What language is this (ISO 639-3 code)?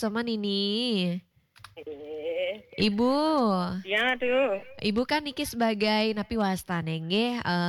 ban